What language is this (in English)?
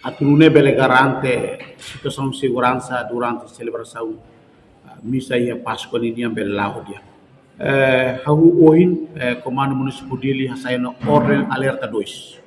Tetum